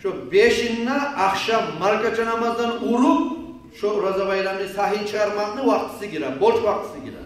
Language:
Kumyk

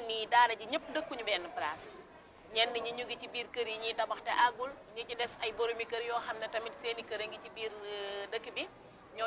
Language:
Wolof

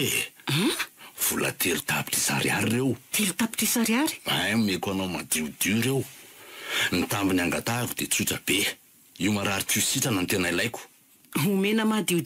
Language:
Malagasy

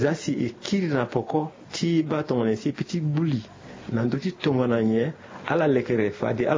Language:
Sango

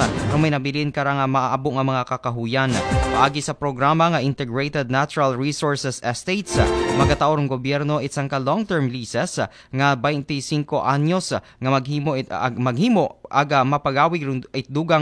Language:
Aklanon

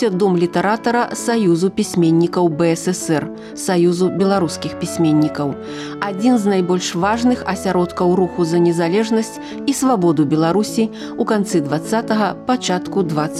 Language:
Belarusian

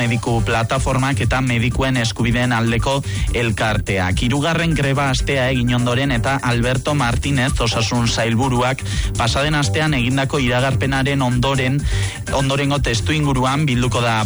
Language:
Basque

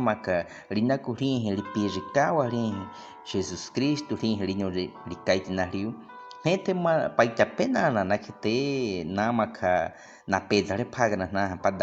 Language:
Baniwa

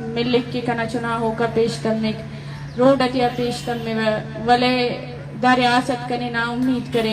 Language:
Eastern Balochi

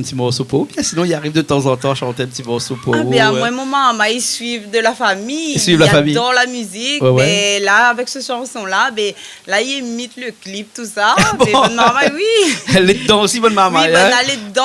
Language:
Réunion Creole French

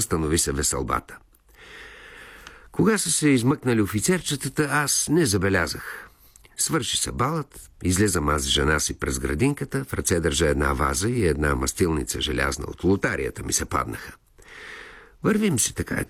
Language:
Bulgarian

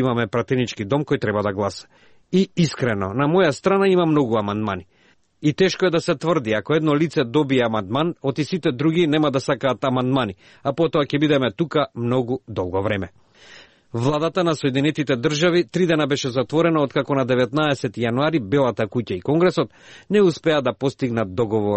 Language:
Macedonian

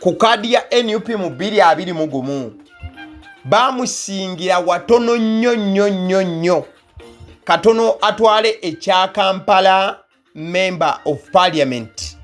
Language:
Ganda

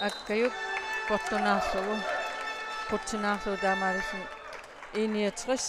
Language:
Kalaallisut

